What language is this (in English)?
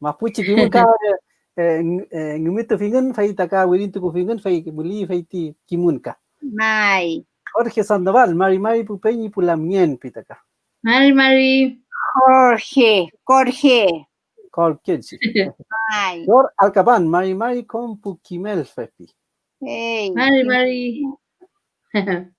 Mapuche